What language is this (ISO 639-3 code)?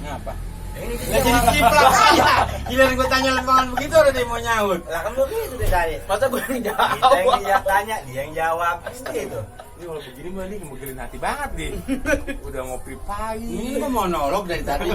bew